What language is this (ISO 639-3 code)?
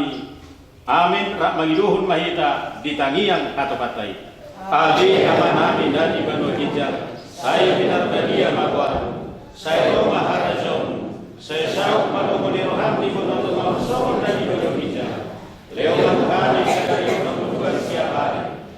bbc